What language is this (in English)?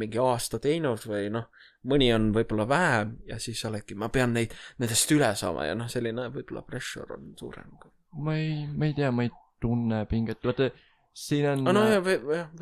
Estonian